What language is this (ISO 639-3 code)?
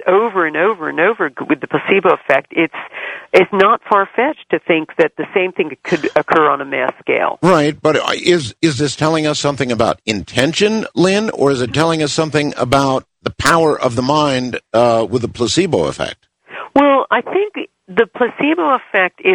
eng